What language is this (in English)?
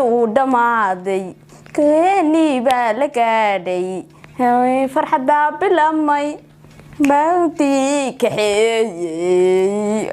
Somali